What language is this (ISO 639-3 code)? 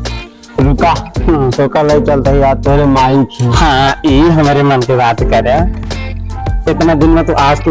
awa